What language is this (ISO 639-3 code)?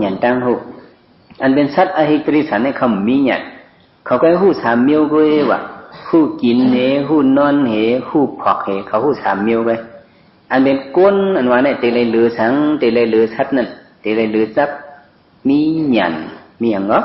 shn